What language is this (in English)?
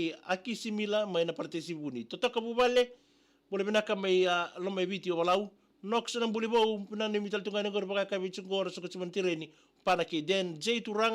Fijian